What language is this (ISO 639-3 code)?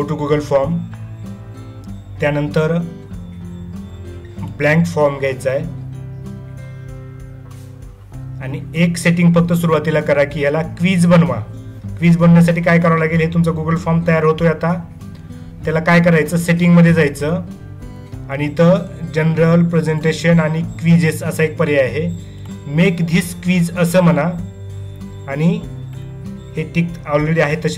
mar